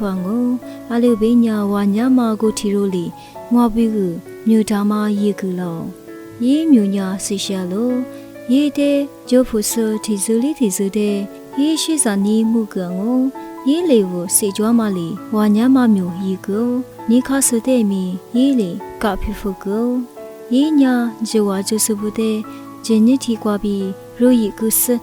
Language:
Lisu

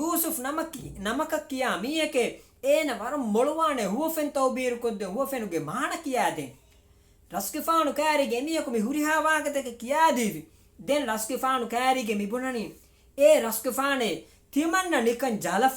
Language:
Divehi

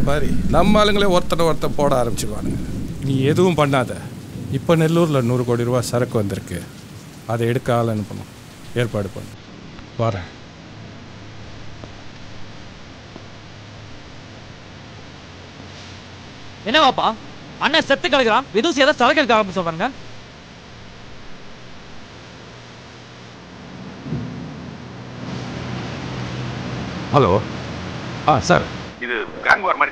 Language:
Tamil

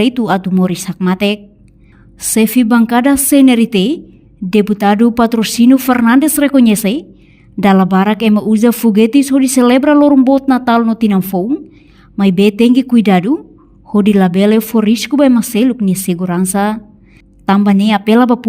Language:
Tetum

